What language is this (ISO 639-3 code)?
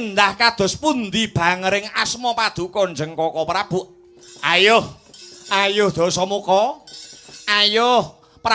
jav